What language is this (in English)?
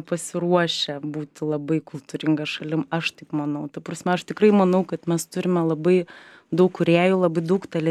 Lithuanian